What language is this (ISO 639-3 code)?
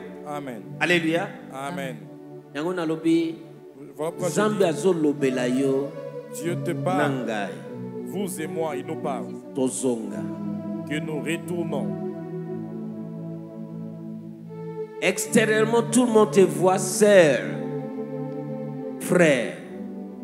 fra